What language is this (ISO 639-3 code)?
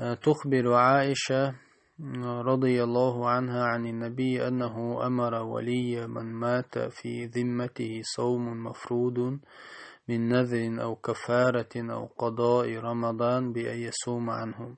che